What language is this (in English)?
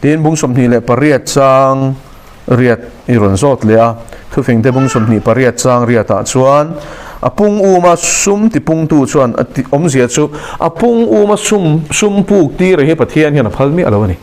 Mizo